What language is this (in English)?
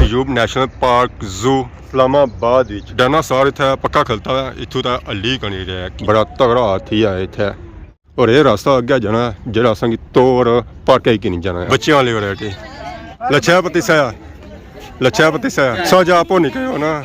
Pahari-Potwari